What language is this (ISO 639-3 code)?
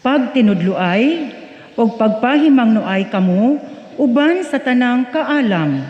ceb